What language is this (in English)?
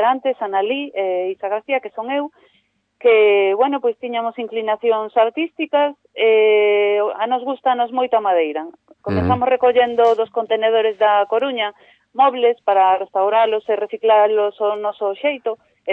Galician